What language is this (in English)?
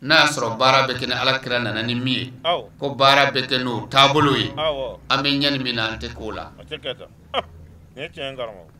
Bambara